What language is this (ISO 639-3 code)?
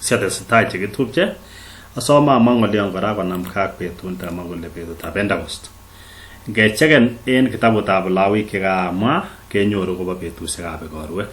kln